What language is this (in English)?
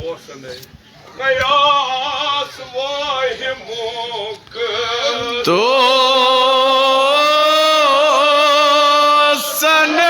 Kashmiri